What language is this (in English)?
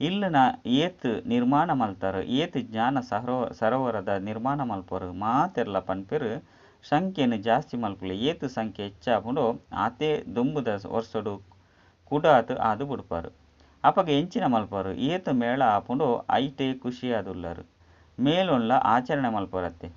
Tulu